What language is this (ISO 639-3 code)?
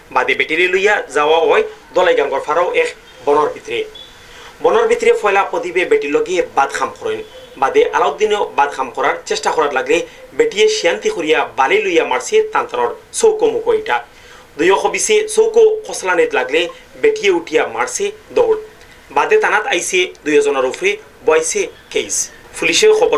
syl